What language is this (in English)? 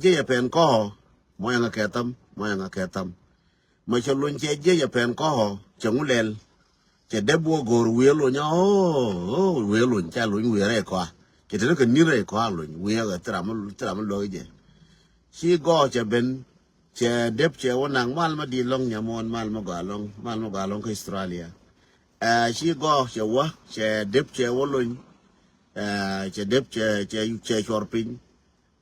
Nuer